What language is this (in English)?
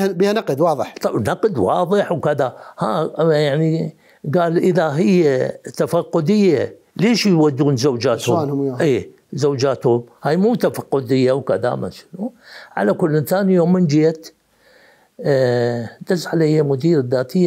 Mesopotamian Arabic